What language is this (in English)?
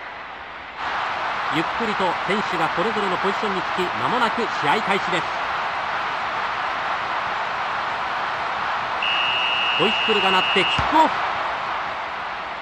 Japanese